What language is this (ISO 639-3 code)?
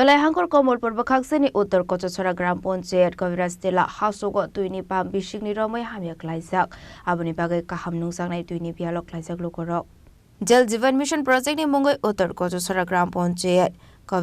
trp